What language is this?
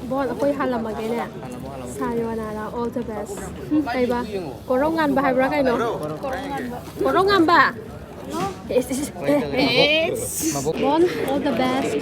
Manipuri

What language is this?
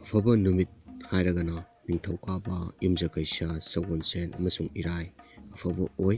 Manipuri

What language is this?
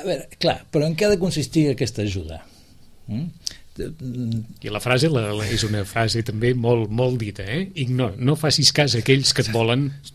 Catalan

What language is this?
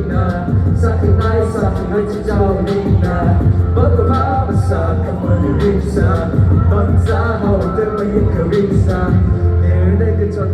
Tangkhul Naga (India)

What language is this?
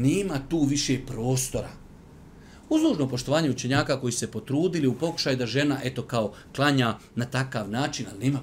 Bosnian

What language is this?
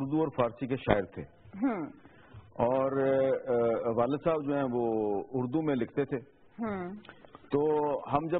Urdu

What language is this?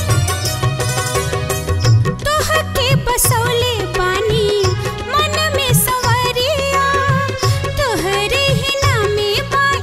Bhojpuri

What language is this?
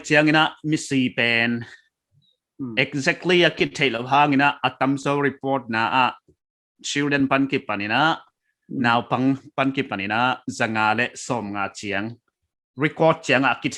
Paite Chin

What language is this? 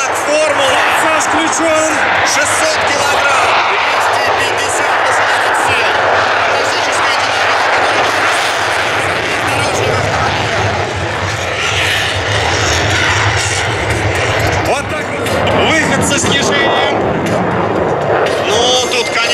Russian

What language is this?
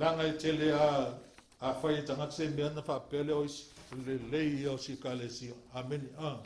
Samoan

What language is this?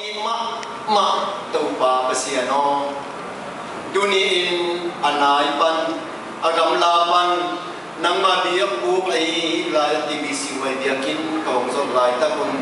Tedim Chin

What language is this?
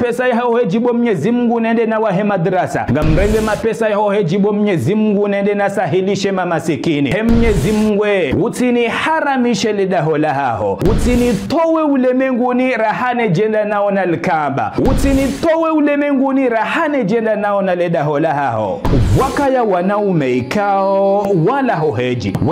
Ngazidja Comorian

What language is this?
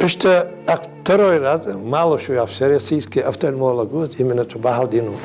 Ingush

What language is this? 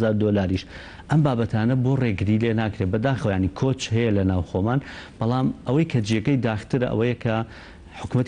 Central Kurdish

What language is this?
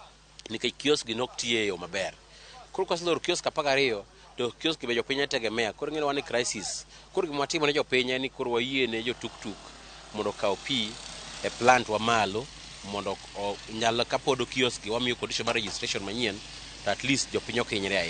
Luo (Kenya and Tanzania)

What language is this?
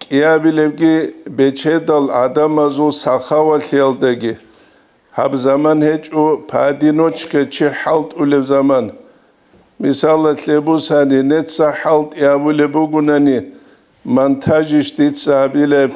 Avaric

